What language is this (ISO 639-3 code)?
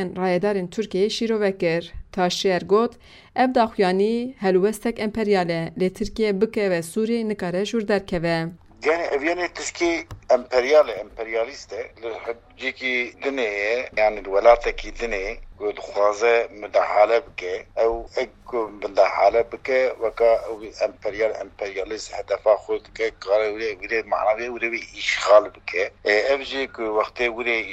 kur